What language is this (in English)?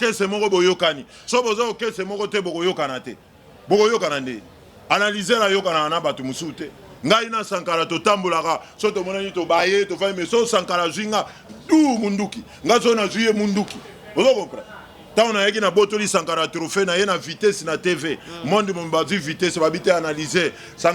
Lingala